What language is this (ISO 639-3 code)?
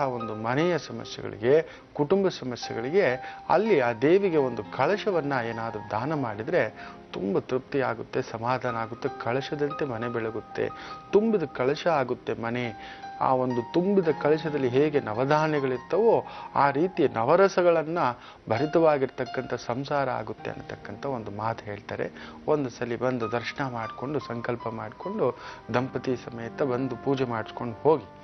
kan